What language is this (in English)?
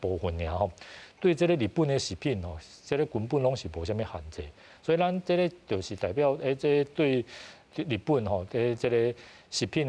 Min Nan Chinese